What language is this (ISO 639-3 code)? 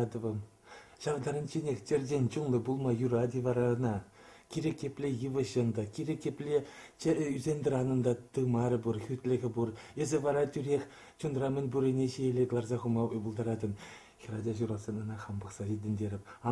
chv